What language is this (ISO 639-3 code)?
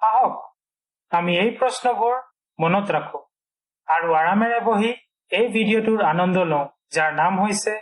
asm